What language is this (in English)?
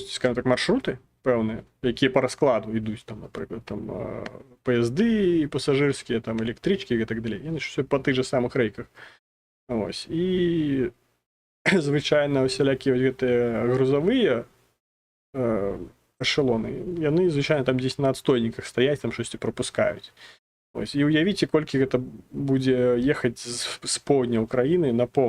Belarusian